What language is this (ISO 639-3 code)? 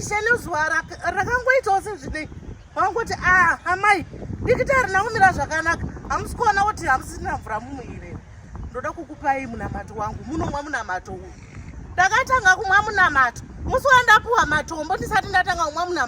sna